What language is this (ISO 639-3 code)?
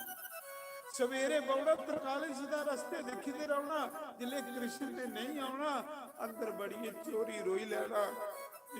doi